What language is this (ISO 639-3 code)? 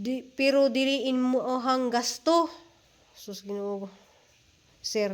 ceb